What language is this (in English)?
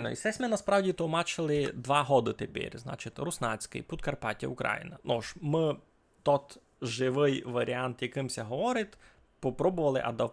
Rusyn